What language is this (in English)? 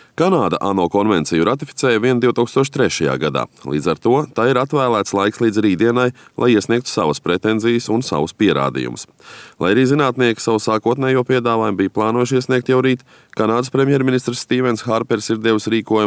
Latvian